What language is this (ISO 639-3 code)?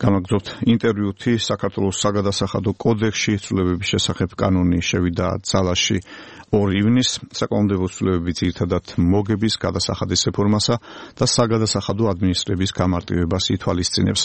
kat